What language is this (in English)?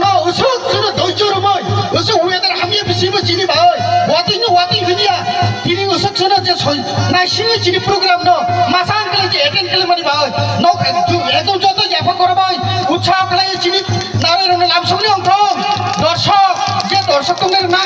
Kok Borok